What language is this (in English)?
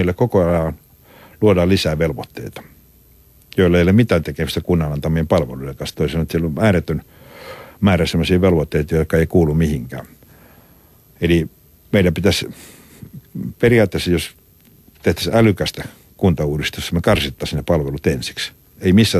Finnish